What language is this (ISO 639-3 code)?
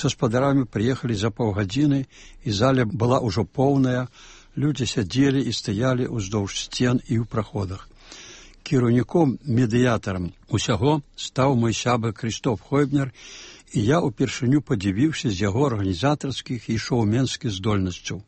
bel